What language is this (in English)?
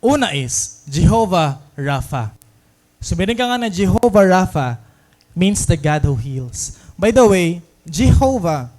Waray